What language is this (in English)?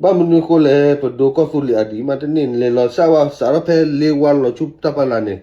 S'gaw Karen